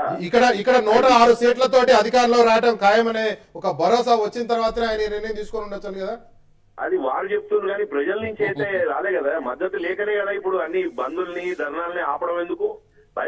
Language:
Telugu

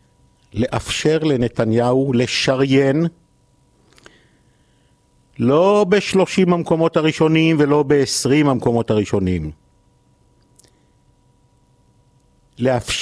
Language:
Hebrew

